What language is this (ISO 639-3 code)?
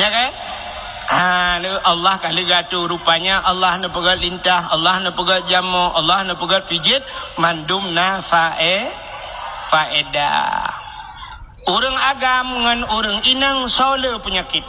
ace